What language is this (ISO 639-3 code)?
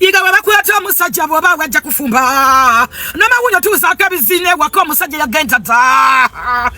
lug